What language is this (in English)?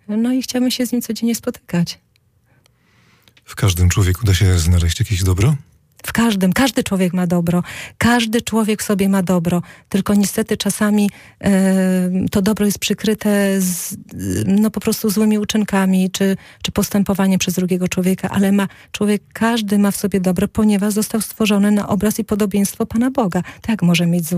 Polish